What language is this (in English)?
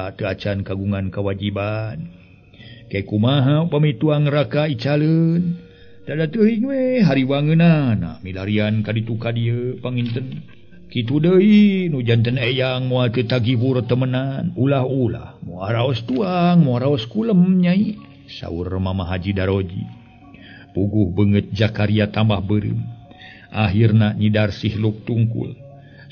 Sundanese